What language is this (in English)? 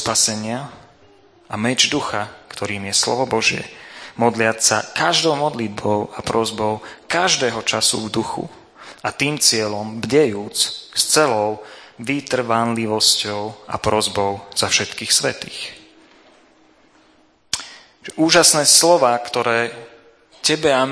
Slovak